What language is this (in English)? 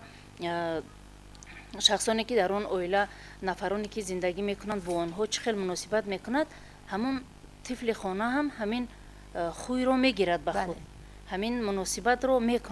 Tajik